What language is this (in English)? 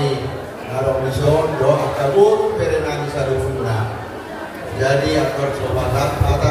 Batak Toba